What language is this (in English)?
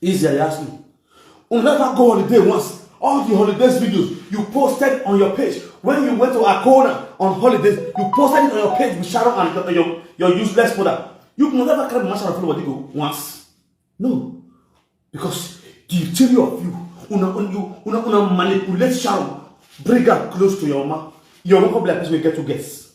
Nigerian Pidgin